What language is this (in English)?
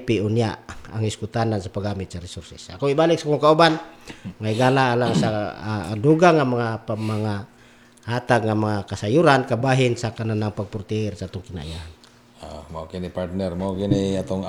Cebuano